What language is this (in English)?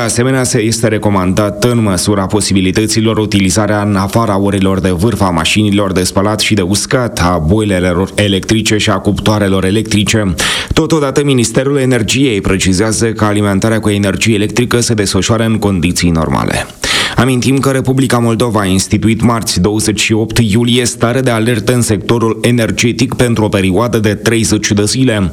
Romanian